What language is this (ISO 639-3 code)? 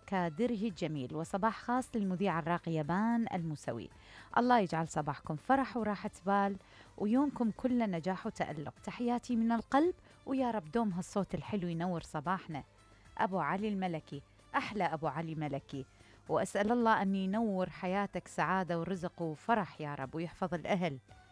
acm